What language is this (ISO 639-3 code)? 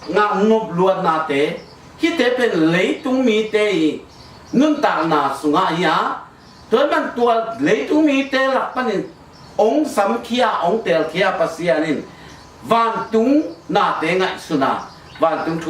ctd